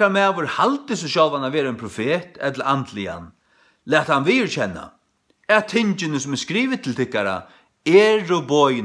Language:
Faroese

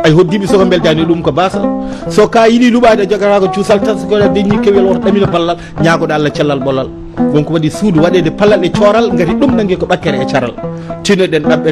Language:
Fula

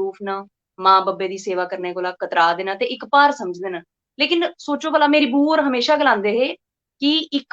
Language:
Dogri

